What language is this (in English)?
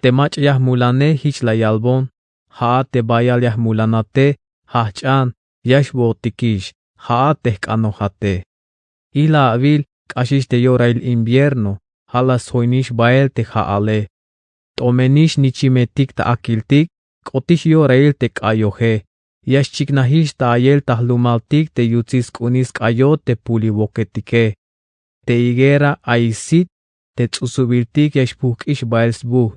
Tzeltal